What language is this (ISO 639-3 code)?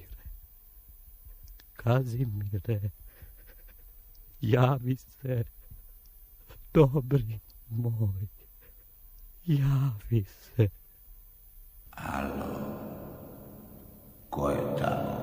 srp